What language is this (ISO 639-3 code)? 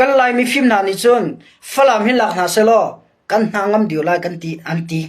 cnh